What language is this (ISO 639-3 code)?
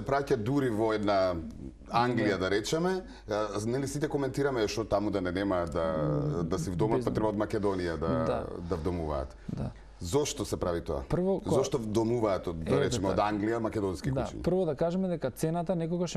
mkd